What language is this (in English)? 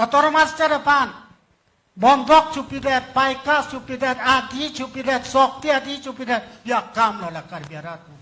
Karbi